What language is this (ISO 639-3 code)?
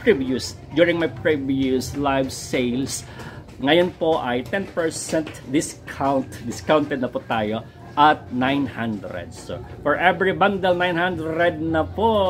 fil